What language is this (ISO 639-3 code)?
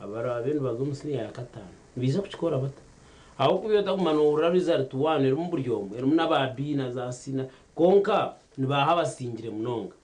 nyn